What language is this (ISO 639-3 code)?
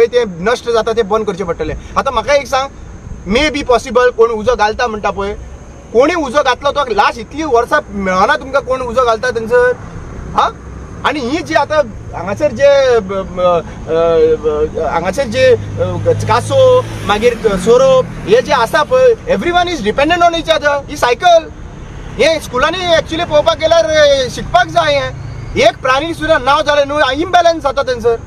kok